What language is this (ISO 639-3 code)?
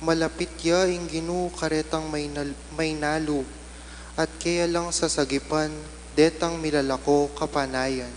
pam